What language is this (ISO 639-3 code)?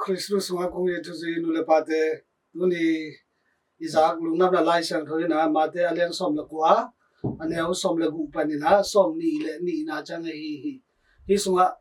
ctd